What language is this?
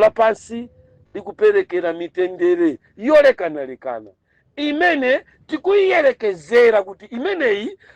Nyanja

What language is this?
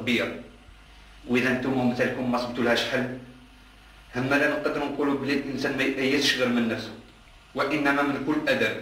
Algerian Arabic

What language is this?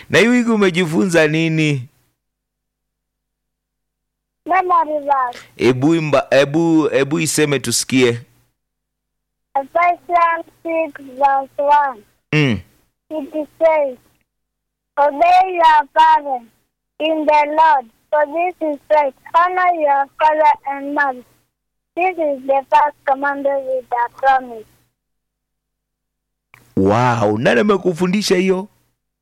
Swahili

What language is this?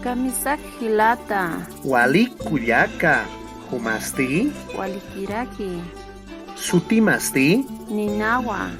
Aymara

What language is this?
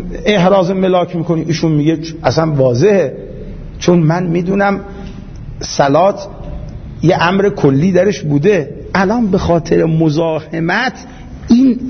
Persian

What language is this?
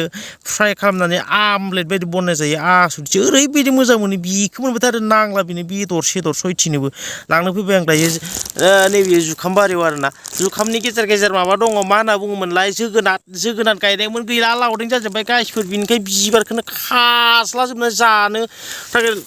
Bodo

